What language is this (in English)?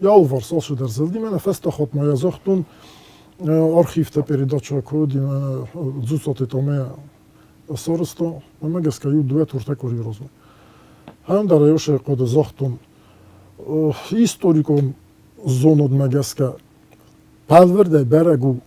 Ossetic